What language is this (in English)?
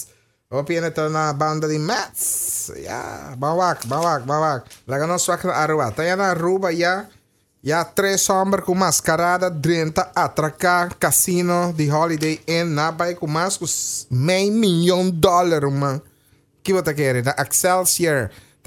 Papiamento